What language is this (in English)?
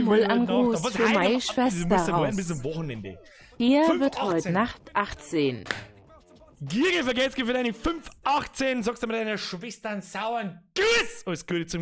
Bavarian